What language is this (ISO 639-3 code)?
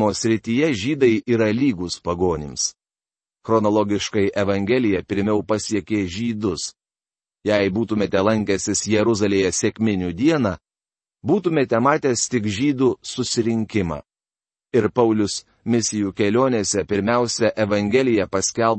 lit